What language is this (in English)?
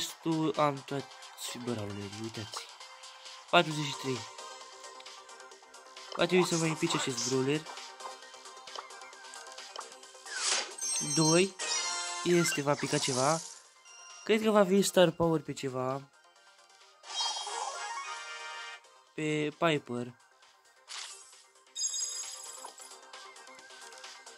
Romanian